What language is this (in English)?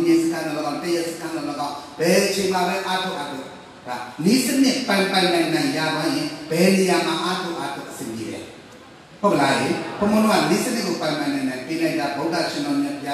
Burmese